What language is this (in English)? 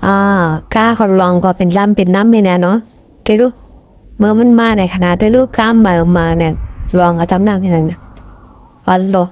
Shan